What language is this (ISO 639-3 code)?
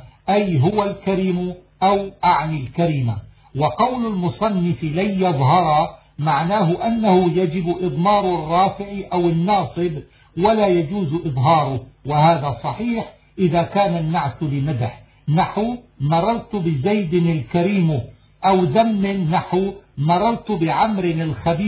ara